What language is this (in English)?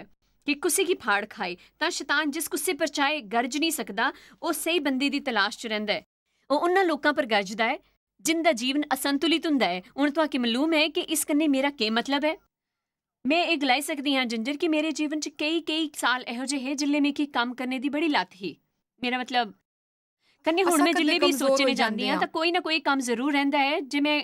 Dogri